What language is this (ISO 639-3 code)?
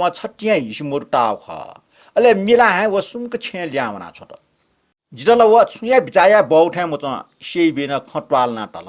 new